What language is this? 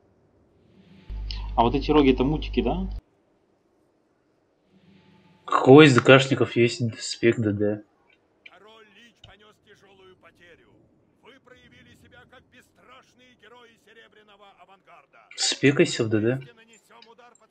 Russian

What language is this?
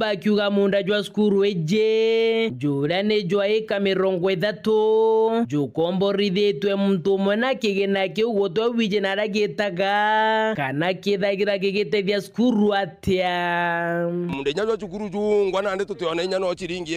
Meru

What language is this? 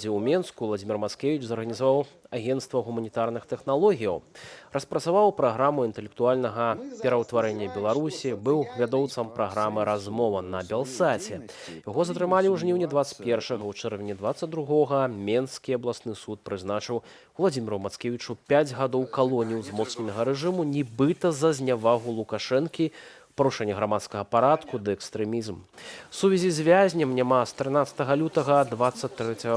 Belarusian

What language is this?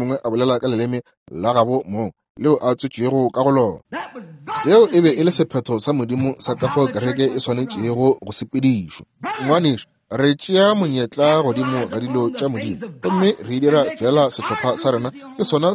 Northern Sotho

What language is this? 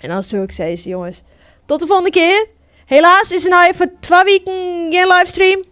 Western Frisian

